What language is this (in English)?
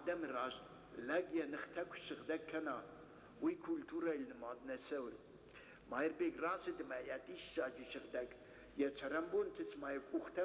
Ossetic